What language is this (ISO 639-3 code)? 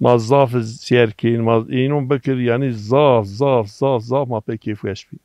zza